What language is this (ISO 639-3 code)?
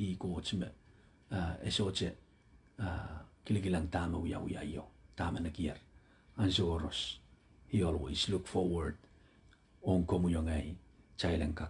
pon